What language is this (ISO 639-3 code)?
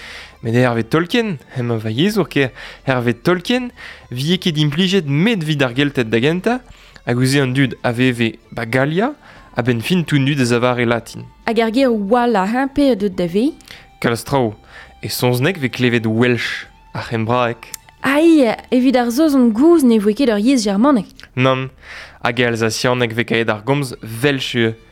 bre